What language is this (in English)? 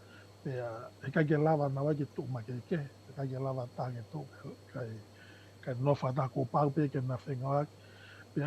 Tongan